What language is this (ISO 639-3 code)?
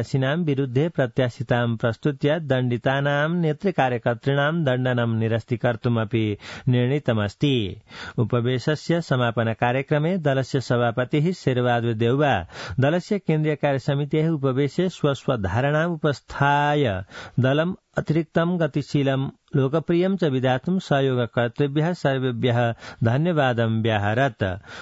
san